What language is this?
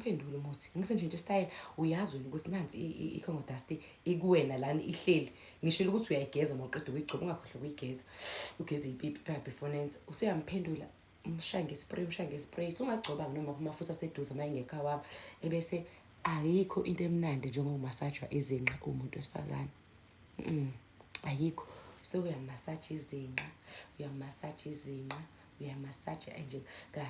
Zulu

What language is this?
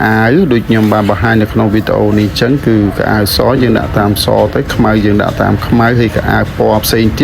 Khmer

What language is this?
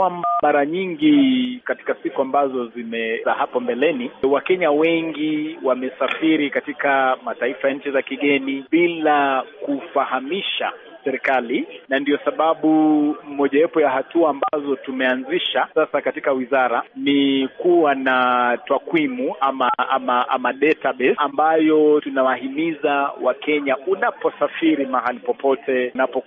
Swahili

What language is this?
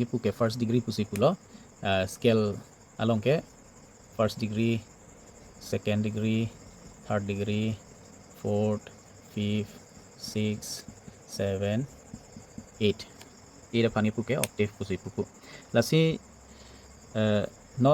Karbi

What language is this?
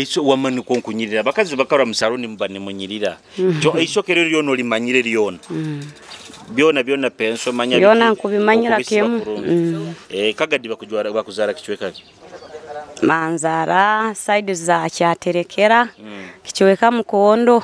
Nyoro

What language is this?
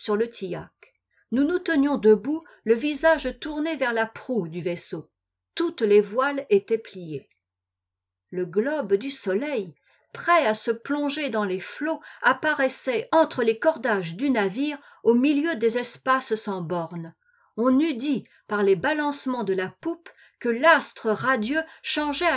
French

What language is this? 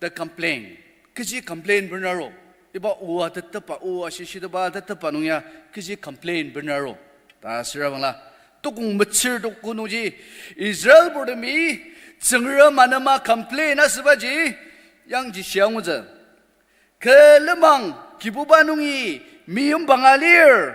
Ao Naga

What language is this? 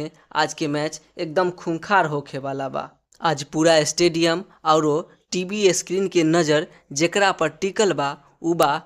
Bhojpuri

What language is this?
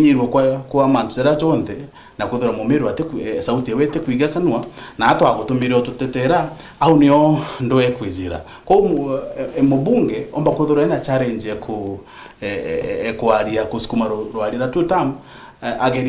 Meru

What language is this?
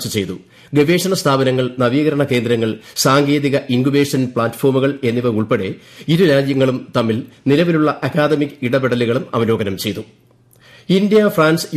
Malayalam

